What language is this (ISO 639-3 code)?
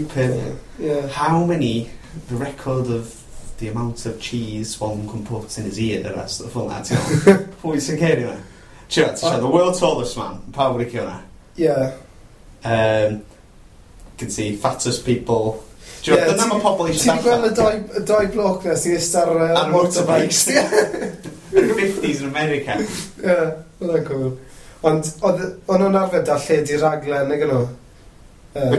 cym